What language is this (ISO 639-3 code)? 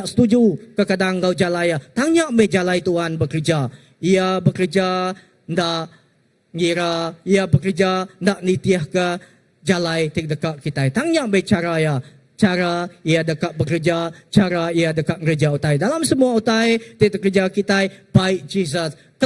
iba